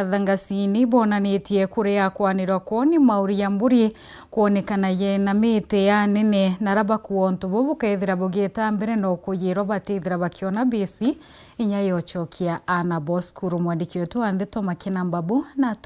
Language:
Meru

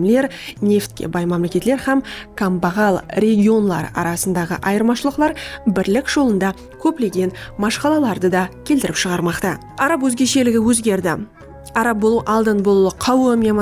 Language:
Kara-Kalpak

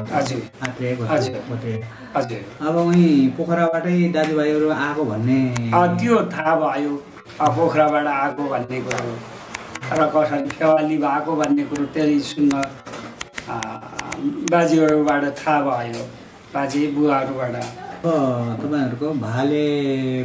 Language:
Nepali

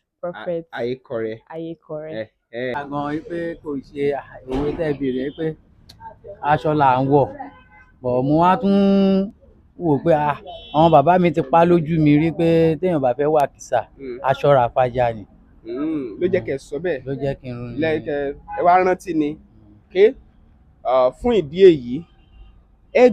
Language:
Yoruba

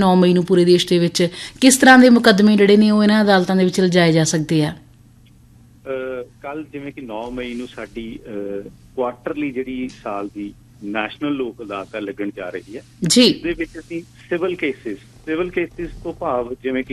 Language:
Punjabi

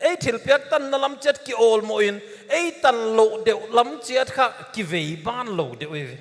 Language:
Paite Chin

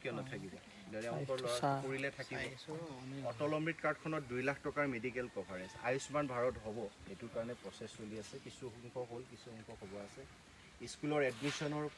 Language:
Assamese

